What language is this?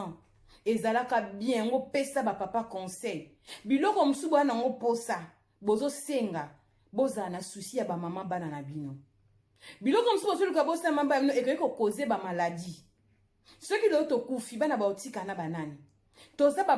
Lingala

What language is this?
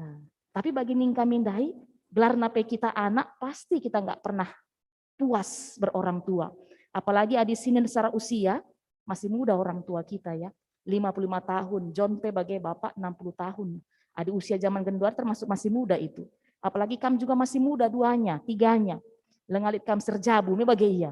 Batak Karo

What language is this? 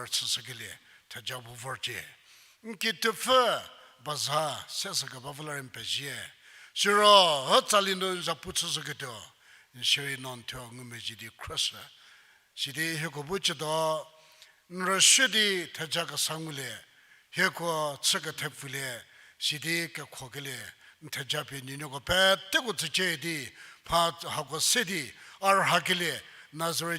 Angami Naga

